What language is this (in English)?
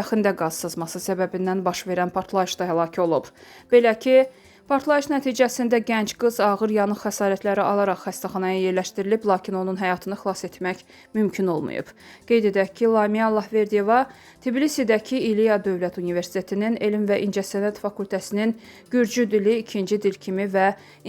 Azerbaijani